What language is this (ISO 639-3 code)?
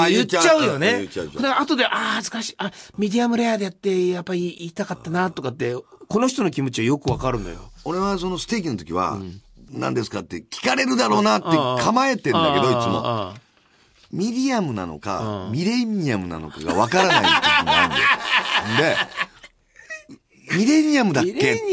jpn